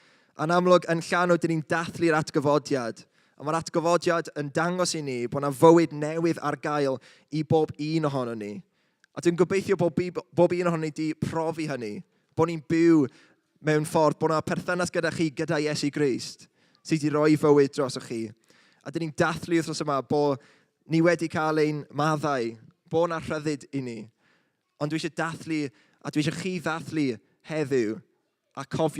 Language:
Welsh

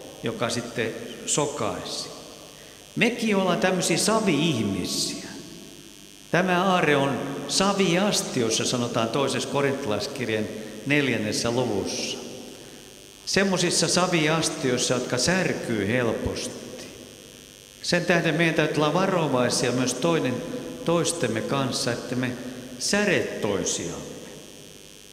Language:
Finnish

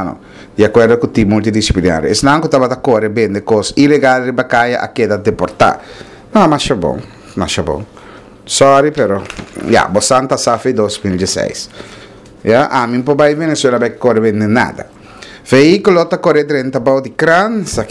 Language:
Papiamento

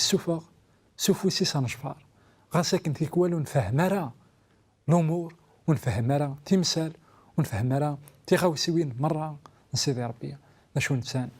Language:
Kabyle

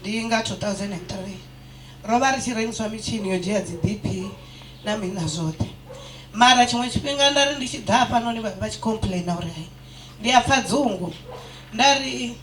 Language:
Venda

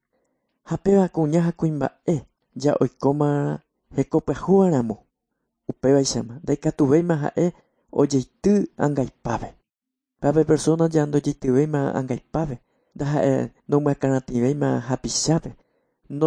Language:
Guarani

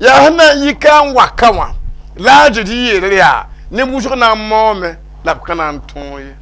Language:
Mossi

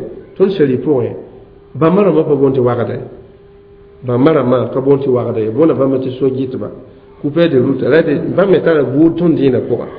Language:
Mossi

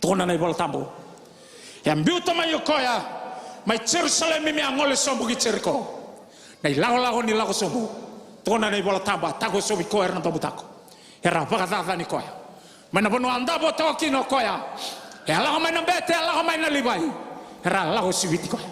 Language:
Fijian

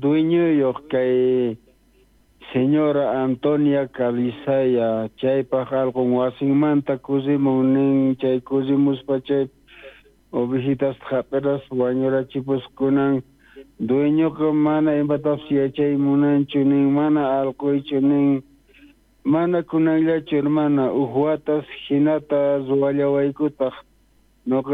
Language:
South Bolivian Quechua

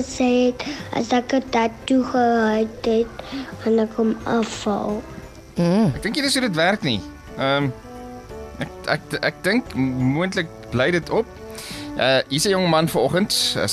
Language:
Afrikaans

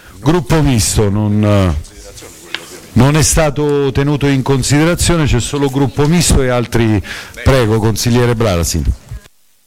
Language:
Italian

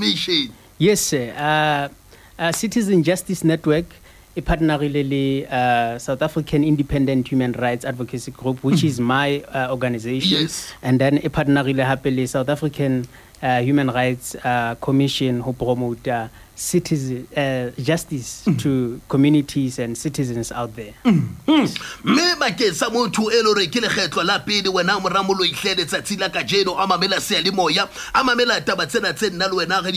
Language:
Southern Sotho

